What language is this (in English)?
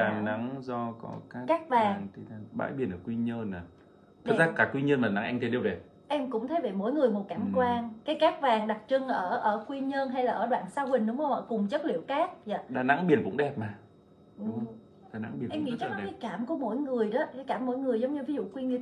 Vietnamese